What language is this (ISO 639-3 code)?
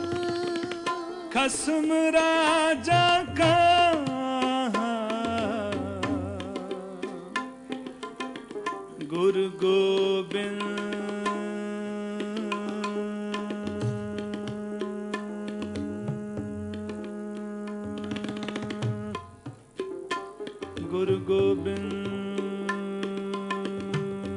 pan